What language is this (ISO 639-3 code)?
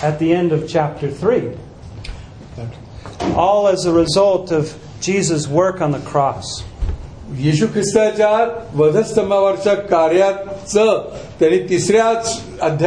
mar